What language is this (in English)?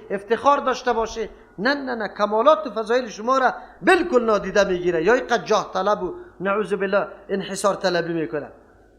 Persian